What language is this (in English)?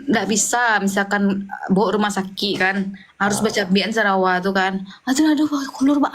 Minangkabau